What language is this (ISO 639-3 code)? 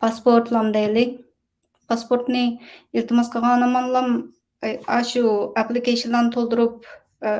uig